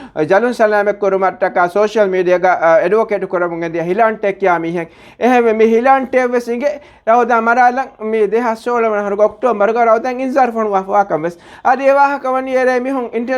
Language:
Divehi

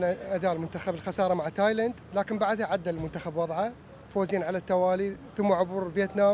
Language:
Mesopotamian Arabic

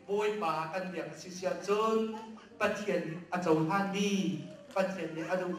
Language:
Hakha Chin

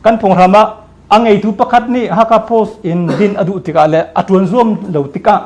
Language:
Hakha Chin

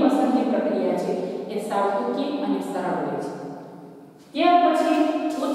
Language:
Gujarati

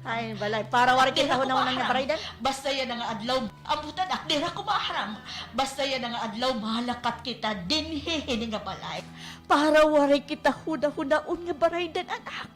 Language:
Waray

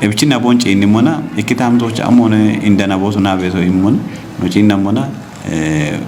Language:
Kafa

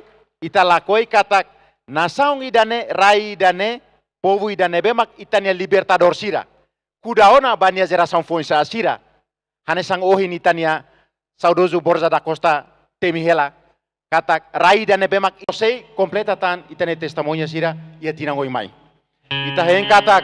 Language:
Tetum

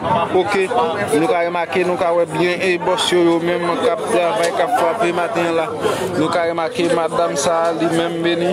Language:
Haitian Creole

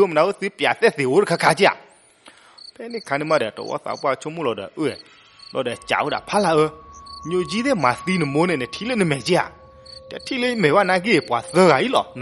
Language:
S'gaw Karen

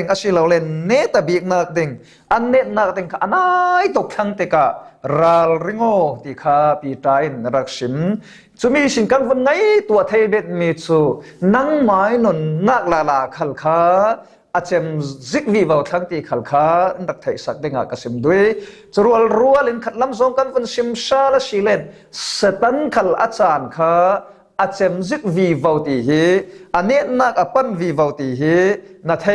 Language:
Falam Chin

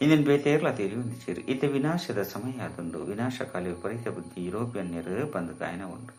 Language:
Tulu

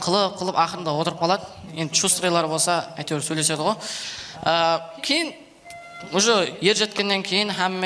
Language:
Kara-Kalpak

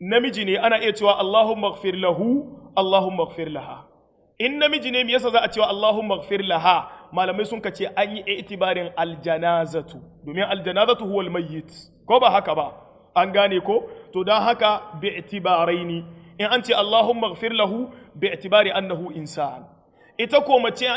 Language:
Hausa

